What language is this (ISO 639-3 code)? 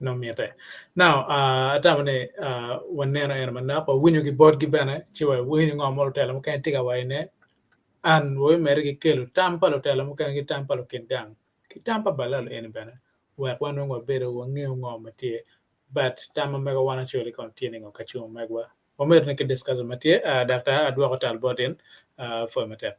ach